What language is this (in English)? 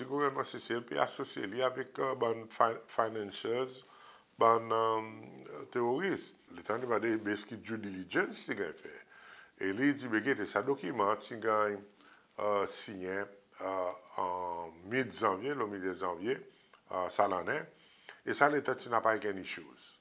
Seselwa Creole French